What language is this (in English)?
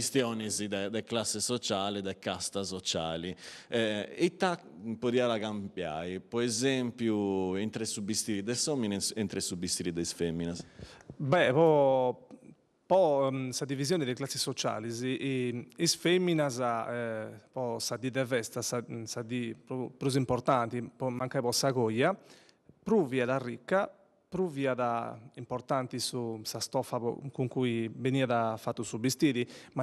Sardinian